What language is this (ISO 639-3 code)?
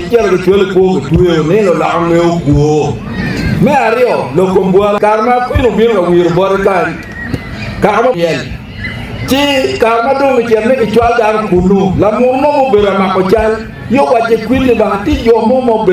ach